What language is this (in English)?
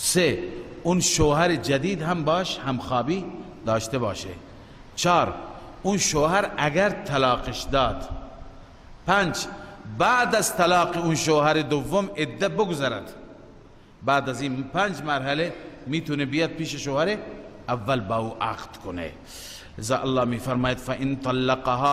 Persian